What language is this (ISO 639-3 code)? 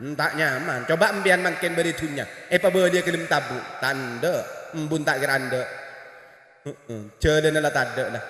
mad